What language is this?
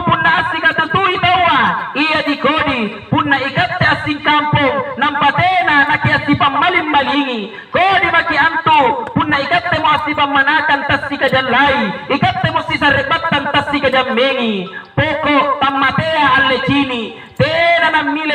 Makasar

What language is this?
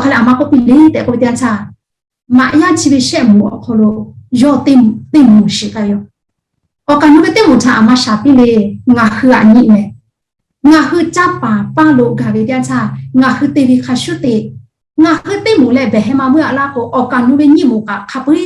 Lahu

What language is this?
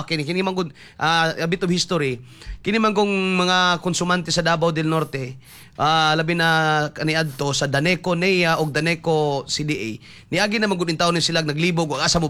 Cebuano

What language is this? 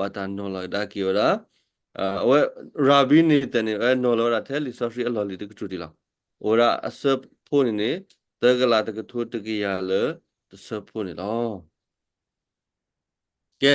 S'gaw Karen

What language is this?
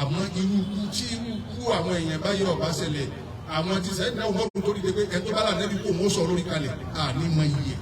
Yoruba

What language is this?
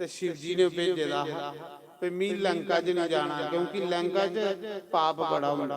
Dogri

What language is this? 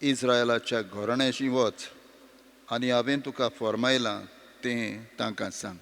Konkani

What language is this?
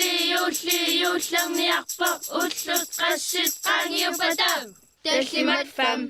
Kalaallisut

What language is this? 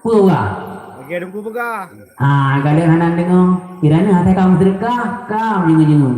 Achinese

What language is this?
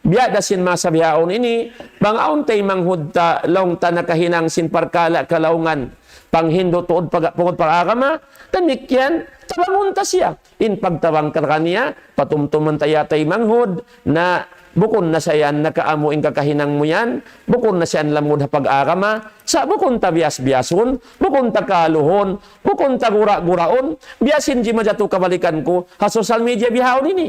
Tausug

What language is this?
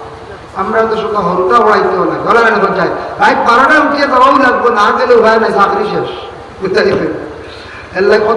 Sylheti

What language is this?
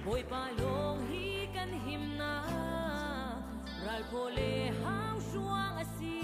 Hakha Chin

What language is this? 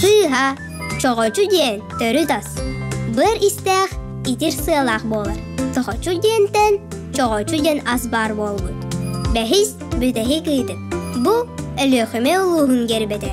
Yakut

